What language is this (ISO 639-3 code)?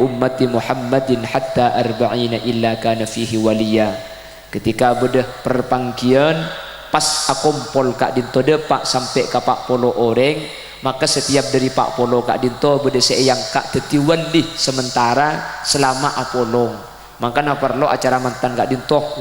mad